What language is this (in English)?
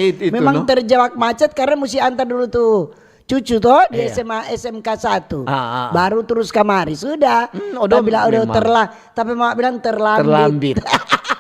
Manado Malay